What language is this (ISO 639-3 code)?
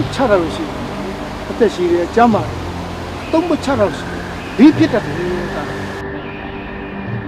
mya